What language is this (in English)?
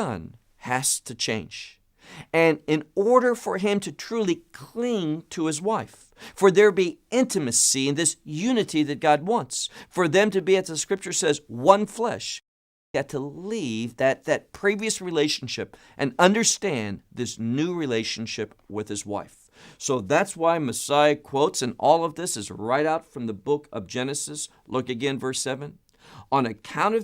English